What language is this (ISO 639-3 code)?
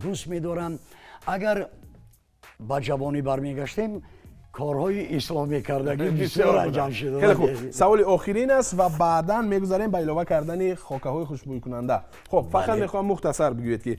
tgk